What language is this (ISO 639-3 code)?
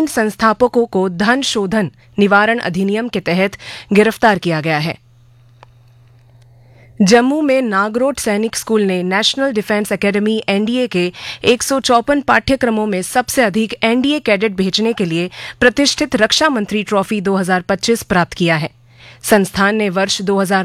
hin